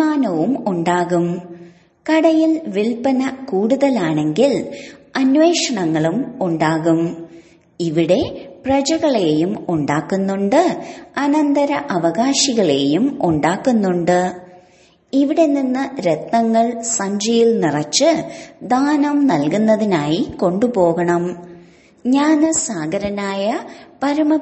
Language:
Malayalam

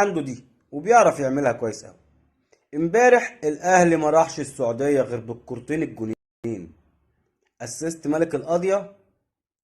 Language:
Egyptian Arabic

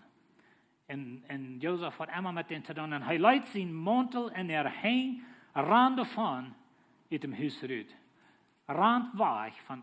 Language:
Plautdietsch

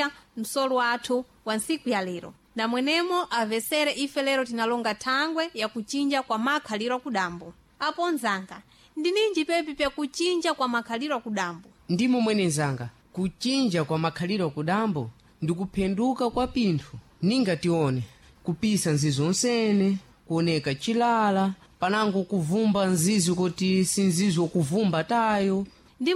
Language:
Sena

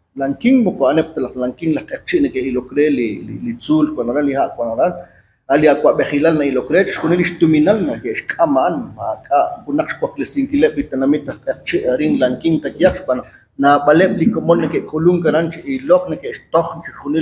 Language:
Kekchí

